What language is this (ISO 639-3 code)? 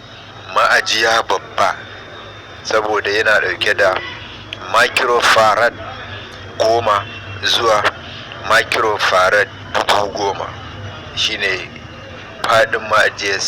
hau